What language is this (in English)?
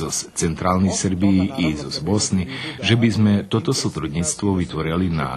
Rusyn